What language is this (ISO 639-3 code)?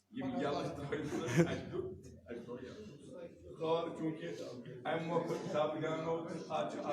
kas